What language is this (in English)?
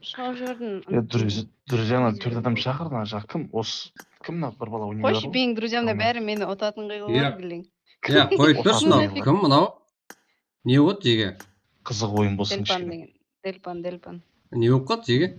Kara-Kalpak